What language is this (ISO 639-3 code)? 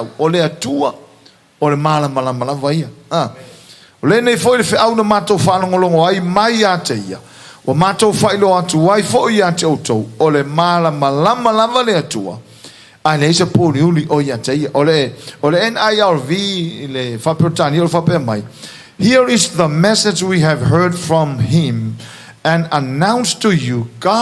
smo